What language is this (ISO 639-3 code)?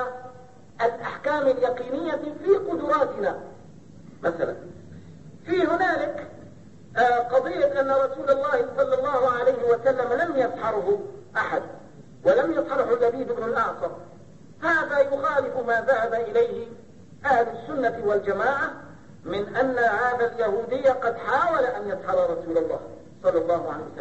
ara